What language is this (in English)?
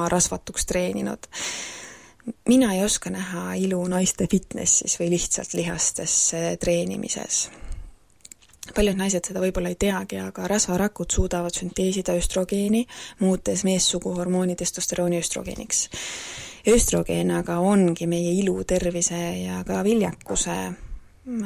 Estonian